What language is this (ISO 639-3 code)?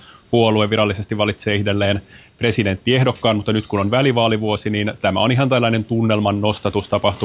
fin